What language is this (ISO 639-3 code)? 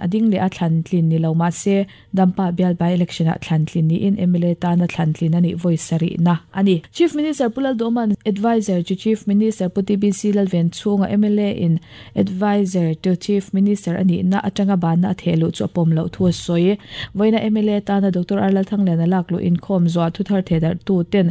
lus